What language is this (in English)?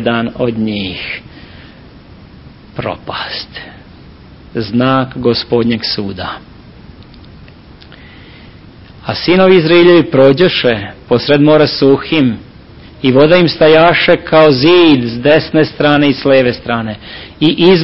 Serbian